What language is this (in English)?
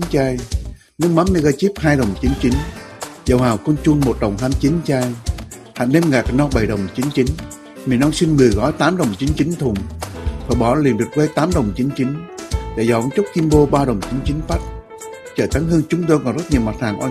Vietnamese